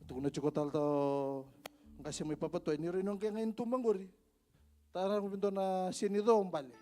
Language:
Fijian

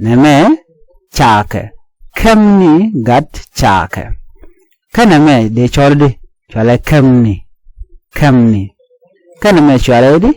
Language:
Nuer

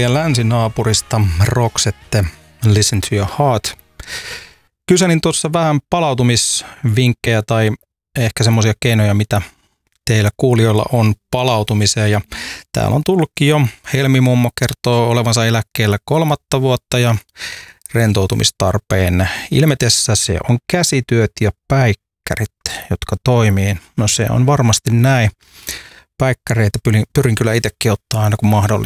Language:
Finnish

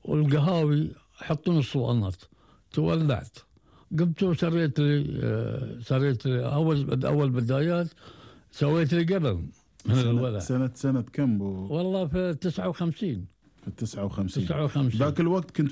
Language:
Gulf Arabic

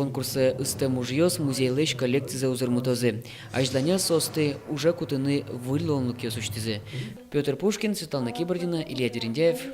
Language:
Udmurt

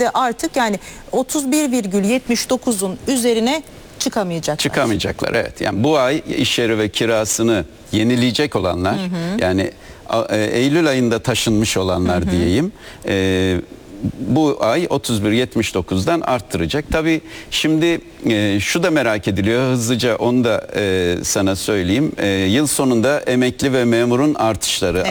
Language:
Turkish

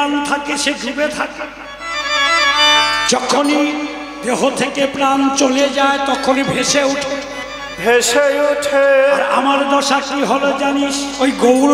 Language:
Bangla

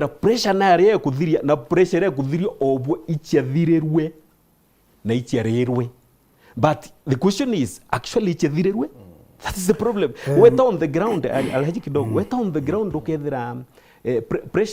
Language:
Meru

